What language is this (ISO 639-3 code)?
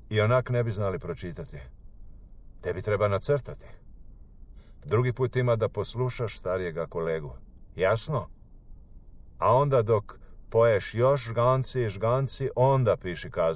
hrv